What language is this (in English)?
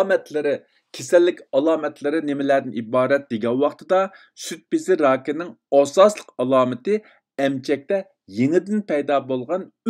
Uyghur